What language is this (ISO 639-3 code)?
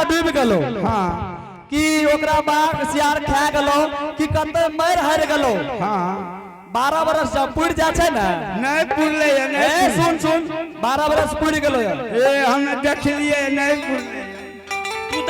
anp